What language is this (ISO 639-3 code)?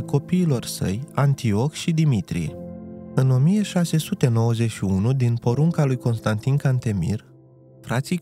ron